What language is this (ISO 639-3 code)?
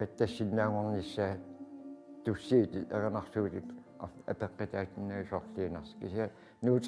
kal